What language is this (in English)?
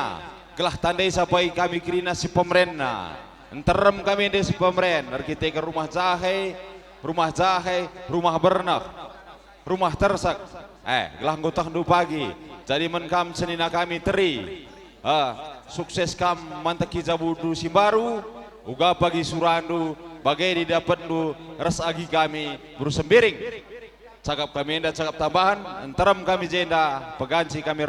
Batak Karo